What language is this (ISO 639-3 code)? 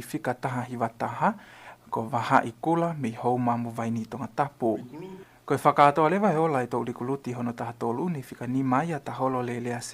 ton